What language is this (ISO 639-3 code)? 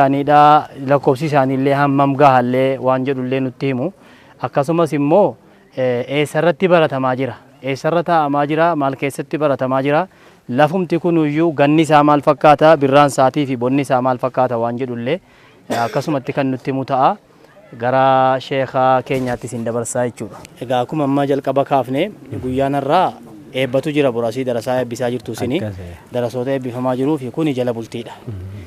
orm